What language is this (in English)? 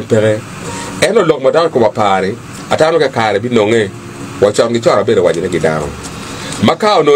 Acoli